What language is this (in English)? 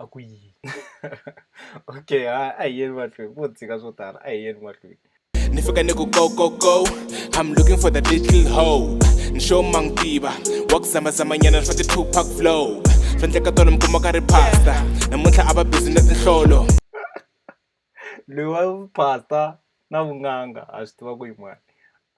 Tsonga